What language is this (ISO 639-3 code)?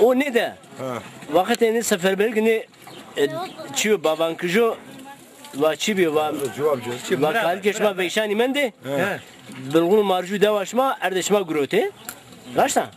zza